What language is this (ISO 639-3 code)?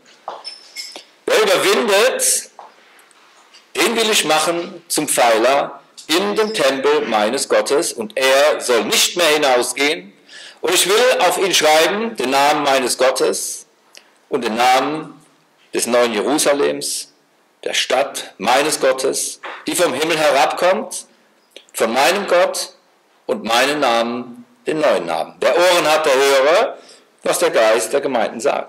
deu